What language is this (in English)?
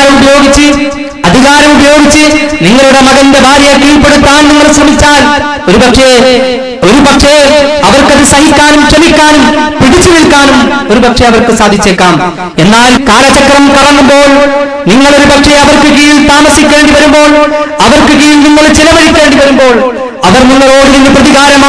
Malayalam